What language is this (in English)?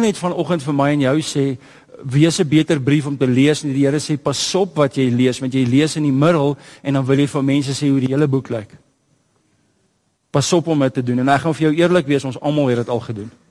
Afrikaans